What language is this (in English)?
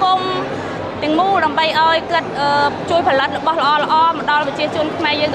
Khmer